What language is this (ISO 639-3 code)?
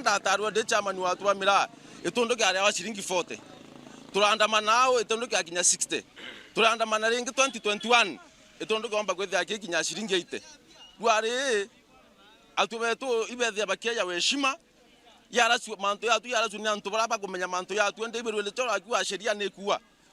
mer